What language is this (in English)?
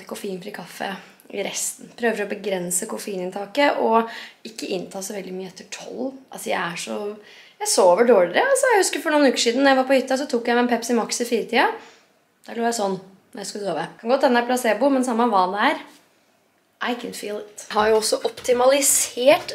Norwegian